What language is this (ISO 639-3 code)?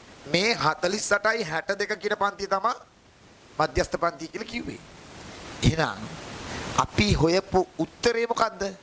sin